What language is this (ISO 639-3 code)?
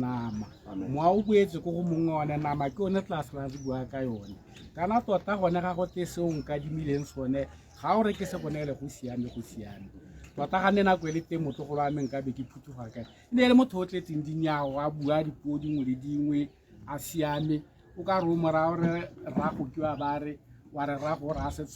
tsn